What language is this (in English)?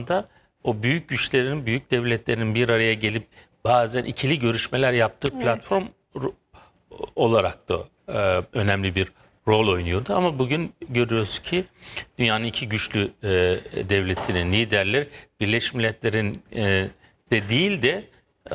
Turkish